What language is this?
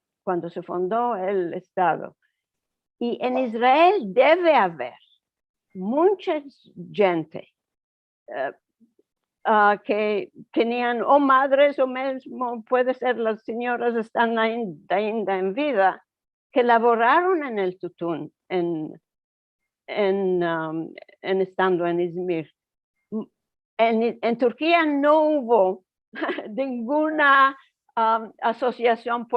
Ladino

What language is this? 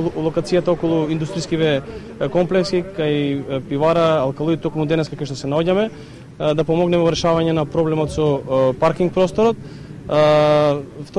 Macedonian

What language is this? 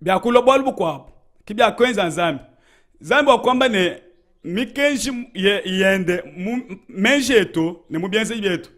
Luba-Lulua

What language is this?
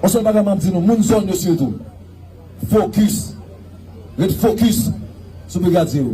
Haitian Creole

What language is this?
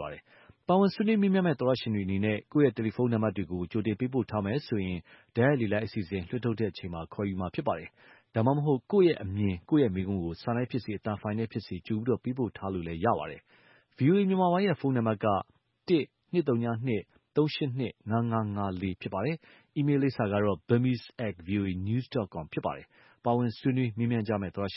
Burmese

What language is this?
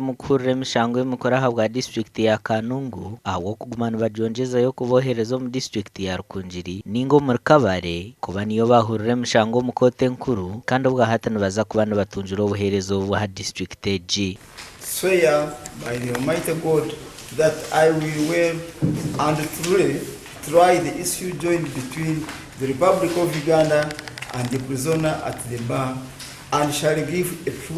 Nyankole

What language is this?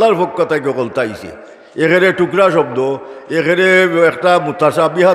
Sylheti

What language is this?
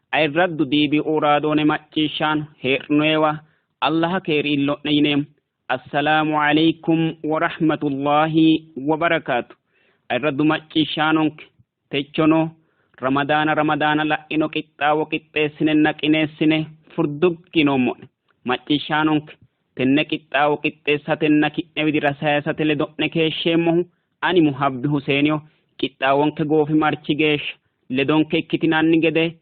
Sidamo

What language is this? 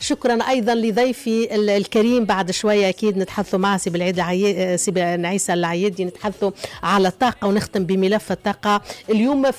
Tunisian Arabic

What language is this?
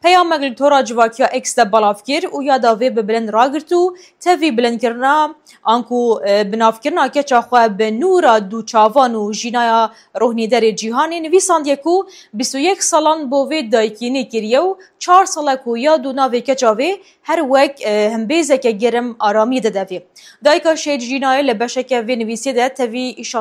Kurdish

